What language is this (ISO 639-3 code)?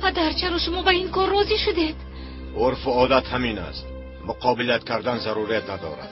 tgk